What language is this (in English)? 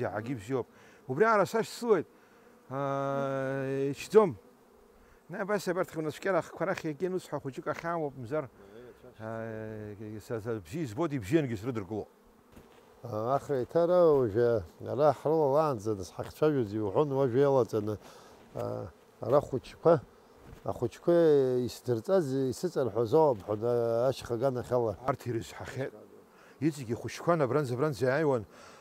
Abkhazian